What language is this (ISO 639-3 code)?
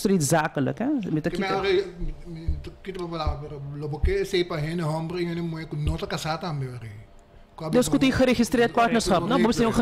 pap